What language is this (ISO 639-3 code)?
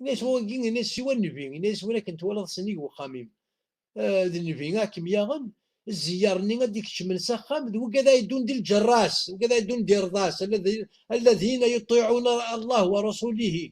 kab